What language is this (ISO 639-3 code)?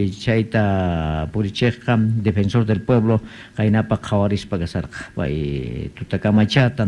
quh